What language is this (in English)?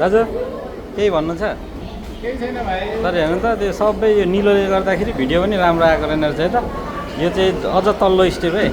Nepali